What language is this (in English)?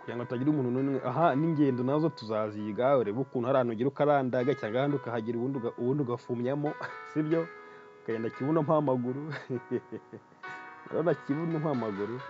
Kinyarwanda